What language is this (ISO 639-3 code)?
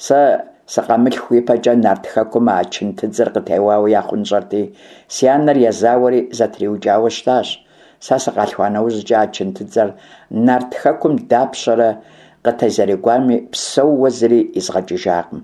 kbd